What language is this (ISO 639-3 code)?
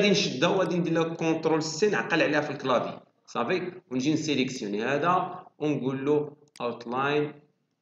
ary